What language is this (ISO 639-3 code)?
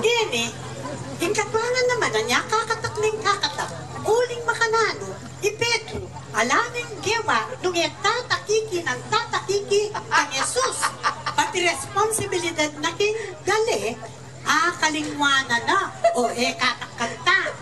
pam